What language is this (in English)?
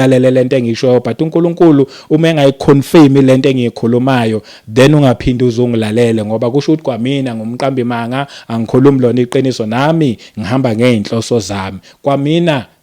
Zulu